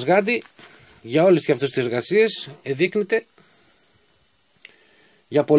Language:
Greek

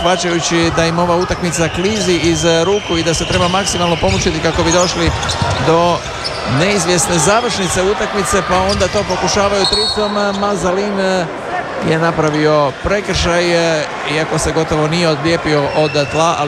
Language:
Croatian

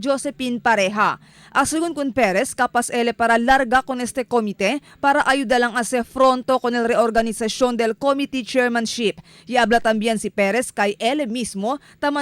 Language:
Chavacano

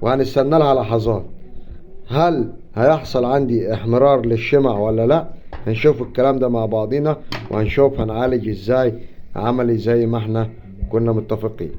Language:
Egyptian Arabic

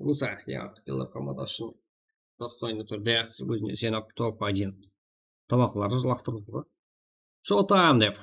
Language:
Kara-Kalpak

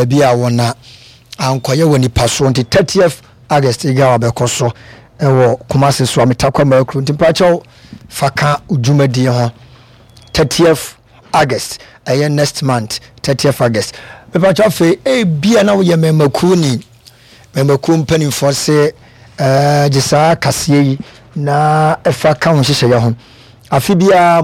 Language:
Akan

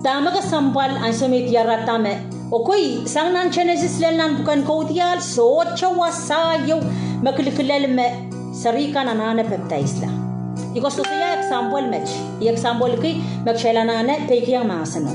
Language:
Pohnpeian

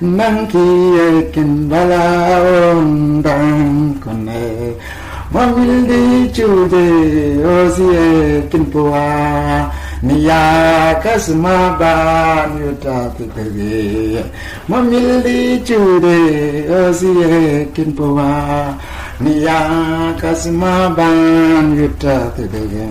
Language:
Mabaan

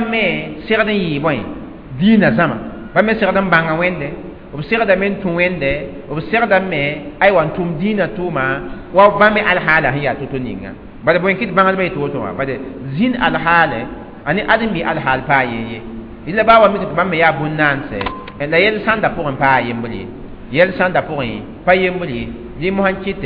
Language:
Mossi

